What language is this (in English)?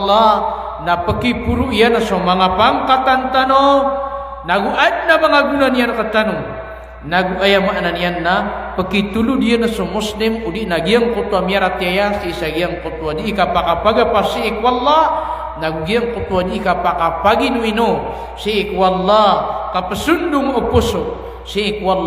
Maranao